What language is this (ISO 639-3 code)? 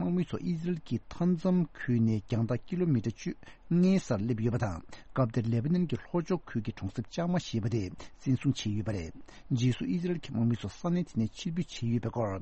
bod